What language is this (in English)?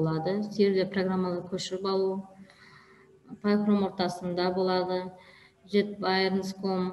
Kazakh